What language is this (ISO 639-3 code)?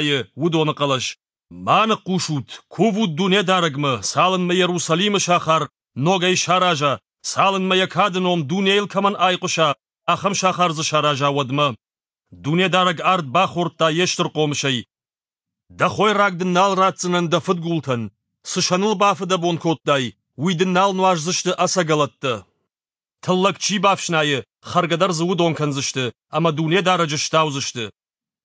oss